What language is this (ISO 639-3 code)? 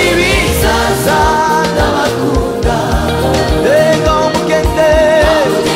kin